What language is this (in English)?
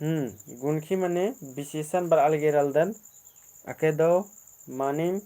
Kurukh